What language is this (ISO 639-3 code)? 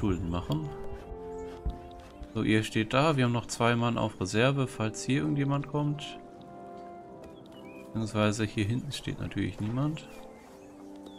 deu